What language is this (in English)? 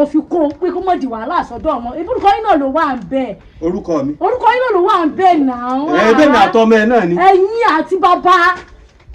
Yoruba